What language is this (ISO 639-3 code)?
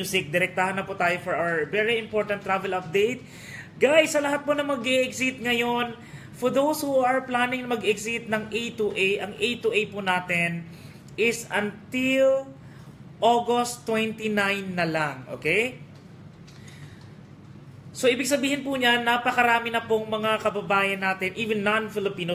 fil